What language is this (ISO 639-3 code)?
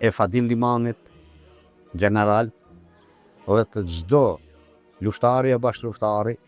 sqi